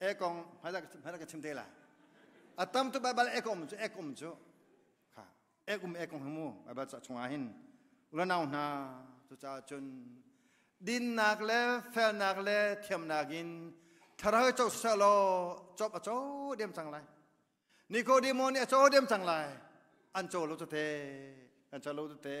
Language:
Hakha Chin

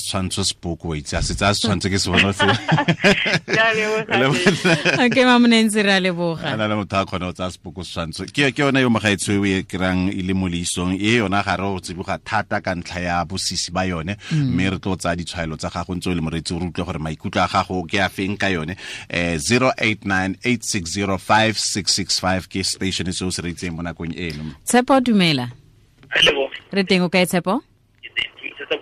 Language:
Tswana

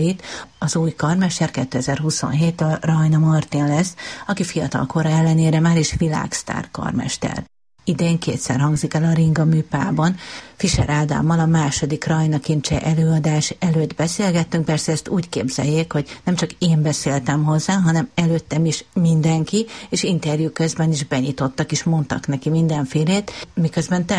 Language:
Hungarian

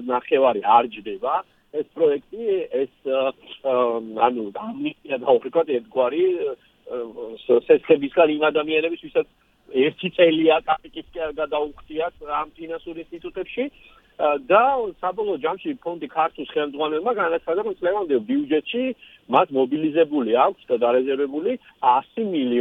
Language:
Georgian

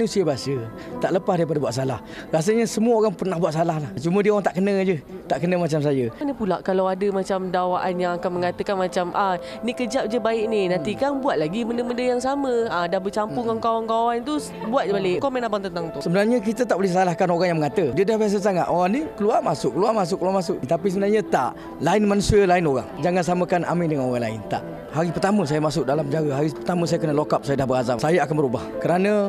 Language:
Malay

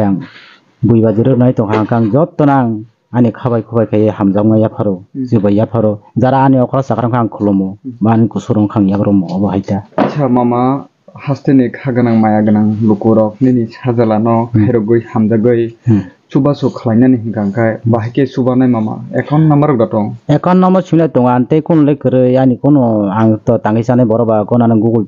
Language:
Kok Borok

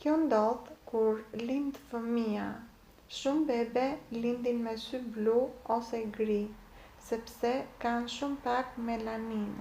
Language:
Albanian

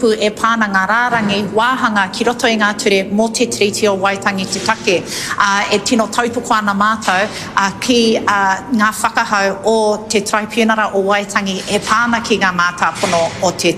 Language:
Māori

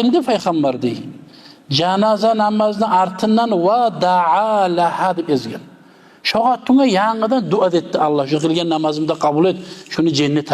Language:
Kumyk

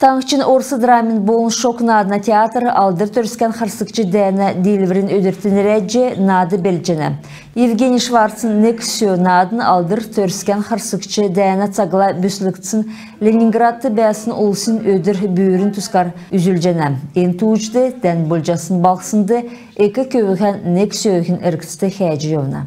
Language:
Kalmyk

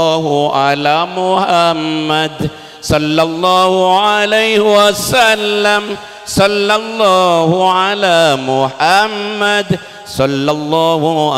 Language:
Madurese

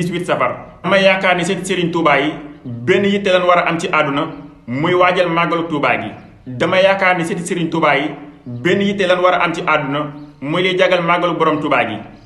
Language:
Wolof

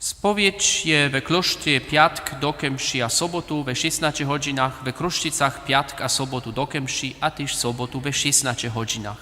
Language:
Upper Sorbian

